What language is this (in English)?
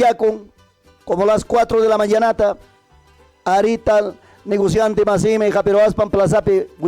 Ayacucho Quechua